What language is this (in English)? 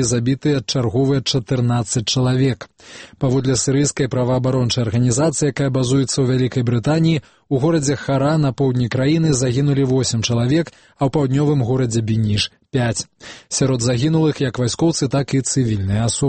Belarusian